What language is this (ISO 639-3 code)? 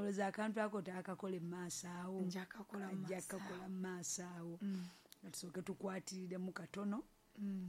lug